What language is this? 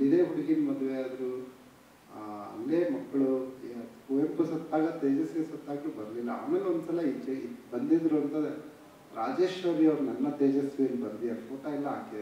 Kannada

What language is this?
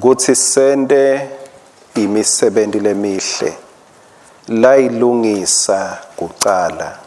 Swati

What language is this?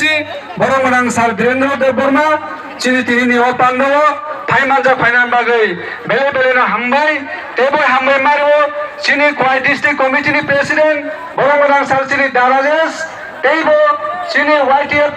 Kok Borok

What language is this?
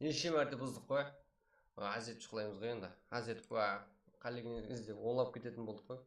Kara-Kalpak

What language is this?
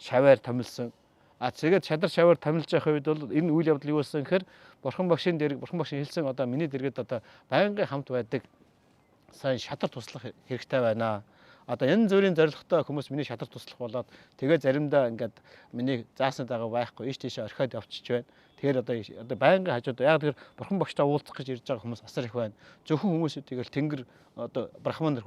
Mongolian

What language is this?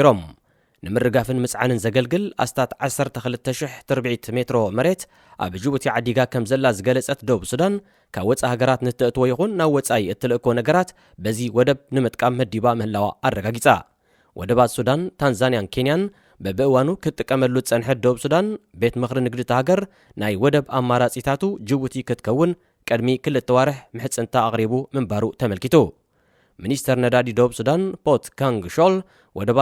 Tigrinya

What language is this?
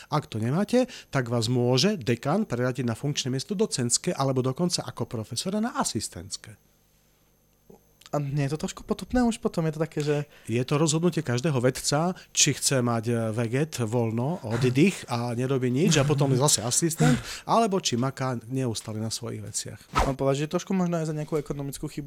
Slovak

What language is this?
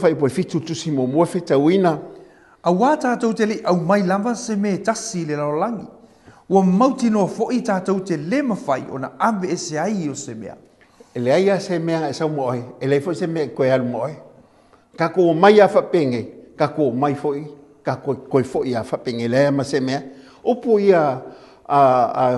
Samoan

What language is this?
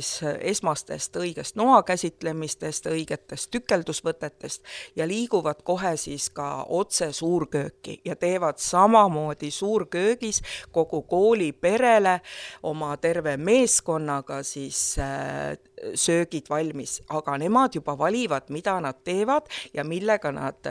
Estonian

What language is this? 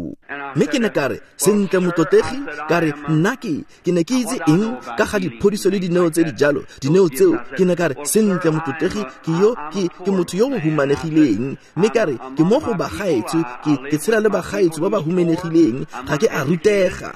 Tswana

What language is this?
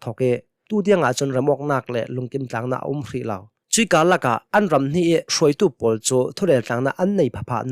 Hakha Chin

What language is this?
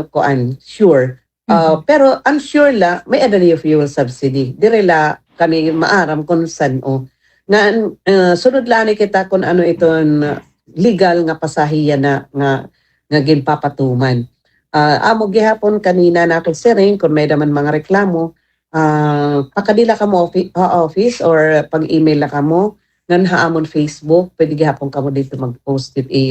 Waray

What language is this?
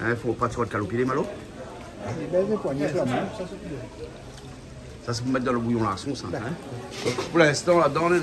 Réunion Creole French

